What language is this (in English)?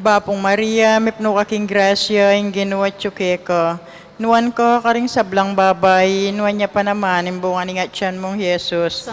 Pampanga